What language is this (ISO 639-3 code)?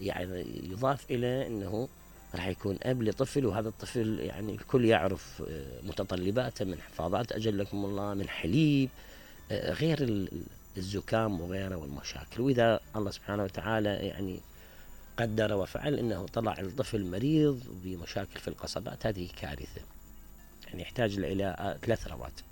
acm